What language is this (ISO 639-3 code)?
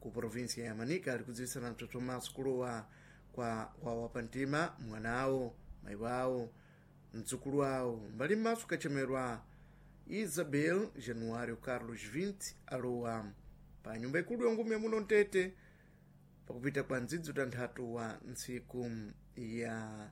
seh